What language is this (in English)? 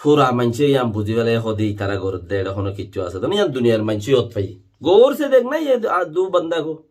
Rohingya